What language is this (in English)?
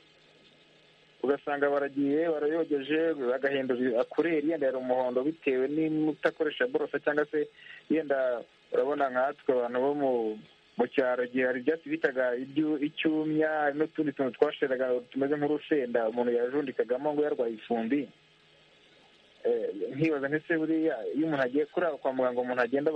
Kinyarwanda